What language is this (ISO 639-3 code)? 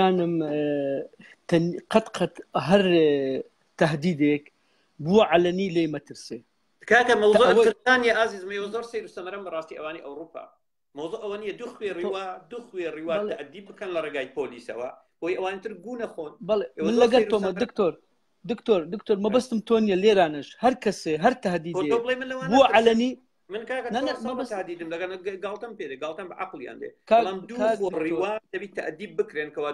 ckb